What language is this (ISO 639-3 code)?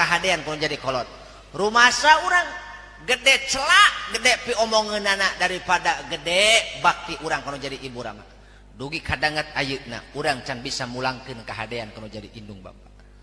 sun